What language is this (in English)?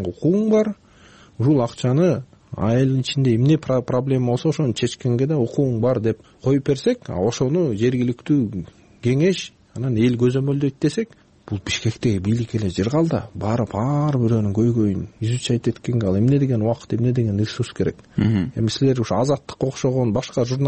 Kyrgyz